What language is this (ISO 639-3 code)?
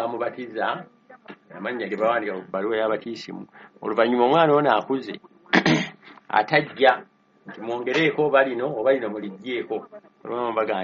lug